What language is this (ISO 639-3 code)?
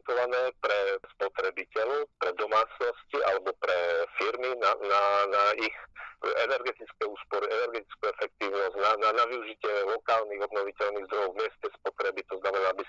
slk